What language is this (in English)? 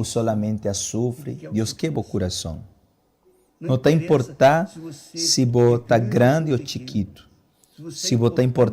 Papiamento